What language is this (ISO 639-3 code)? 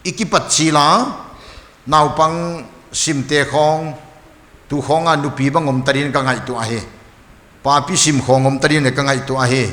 pck